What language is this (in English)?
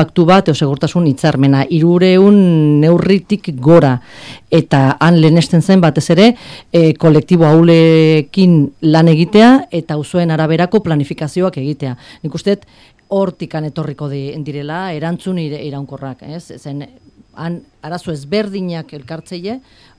Basque